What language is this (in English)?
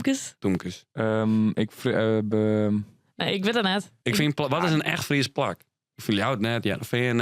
Western Frisian